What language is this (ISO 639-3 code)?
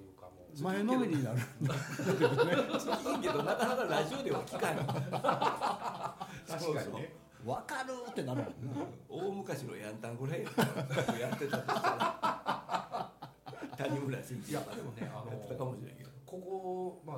jpn